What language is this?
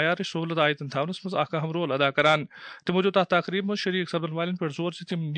Kashmiri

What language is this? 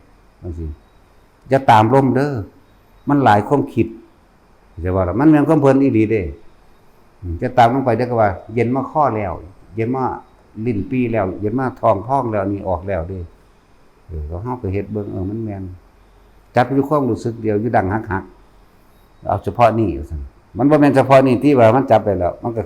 Northeastern Thai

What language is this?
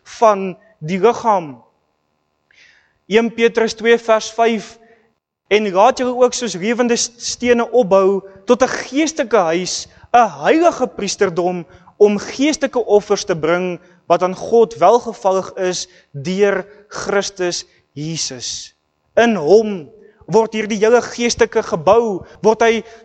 Afrikaans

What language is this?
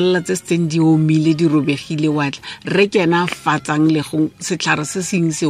Tswana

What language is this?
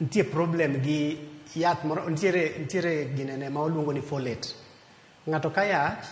Luo (Kenya and Tanzania)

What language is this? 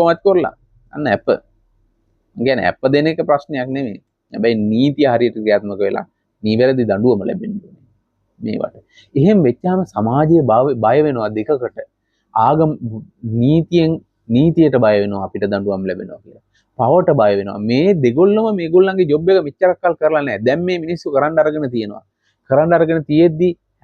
Sinhala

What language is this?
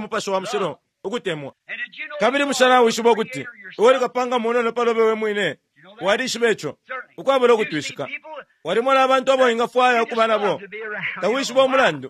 Bemba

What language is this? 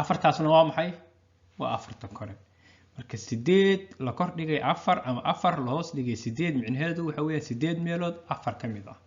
Somali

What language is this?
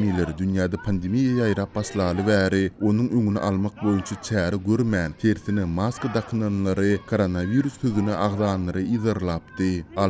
Turkmen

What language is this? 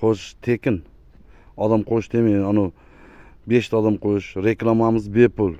Uzbek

